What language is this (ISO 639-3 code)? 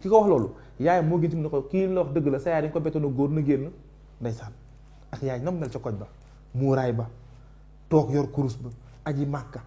wol